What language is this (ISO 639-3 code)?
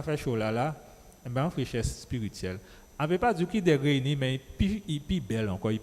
gcf